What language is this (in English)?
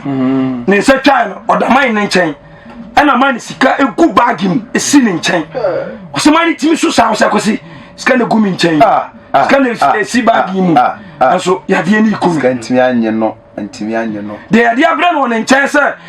Akan